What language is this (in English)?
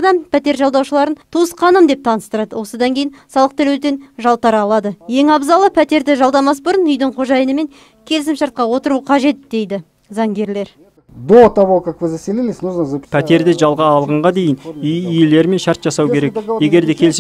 Kazakh